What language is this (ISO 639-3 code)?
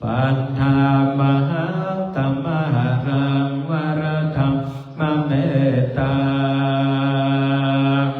pli